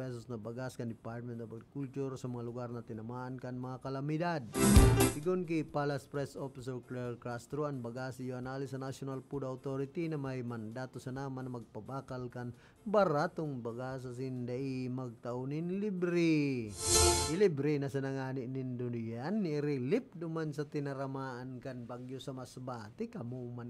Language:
Bikol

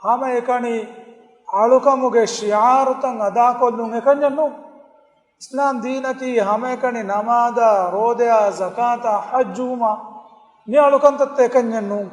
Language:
Divehi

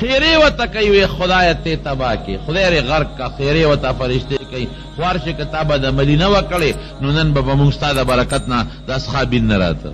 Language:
Pashto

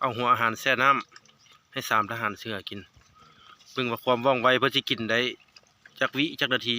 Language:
Lao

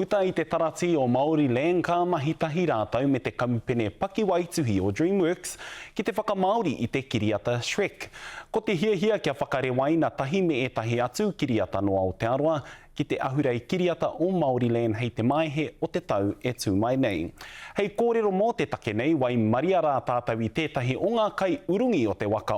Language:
Māori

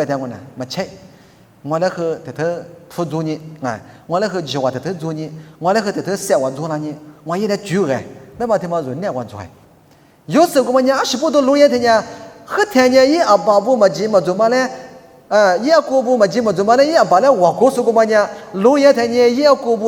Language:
Lisu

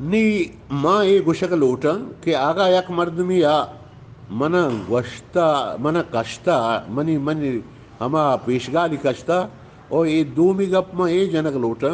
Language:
Eastern Balochi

